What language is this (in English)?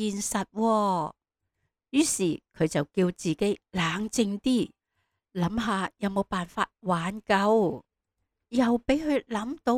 Cantonese